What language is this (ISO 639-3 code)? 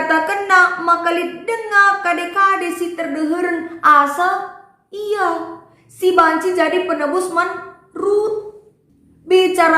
btx